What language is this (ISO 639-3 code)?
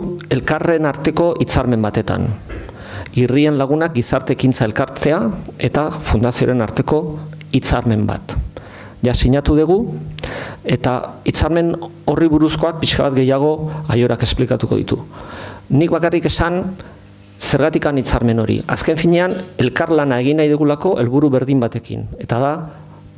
eus